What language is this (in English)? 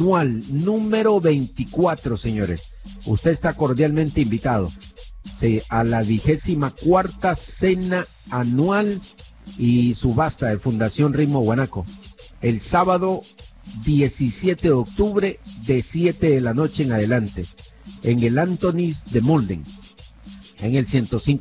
Spanish